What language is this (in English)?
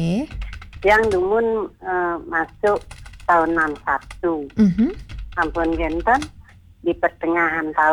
Balinese